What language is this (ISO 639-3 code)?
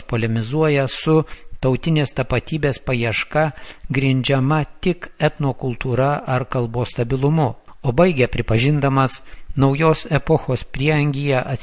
lit